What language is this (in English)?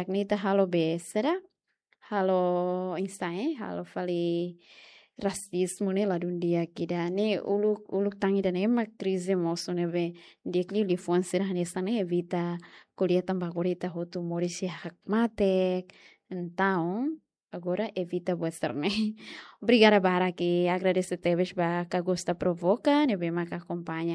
Tetum